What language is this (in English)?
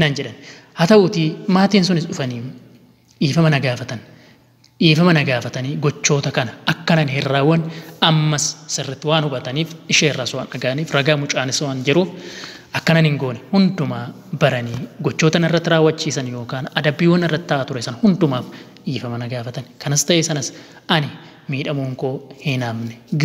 Oromo